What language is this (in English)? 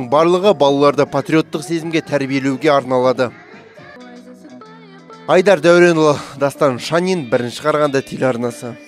Kazakh